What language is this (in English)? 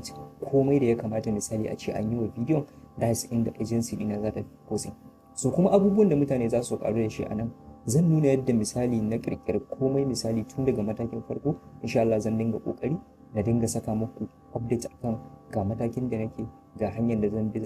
Hausa